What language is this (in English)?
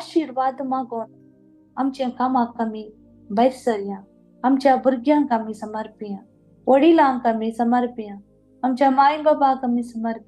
Konkani